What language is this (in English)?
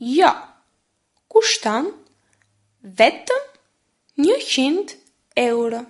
Albanian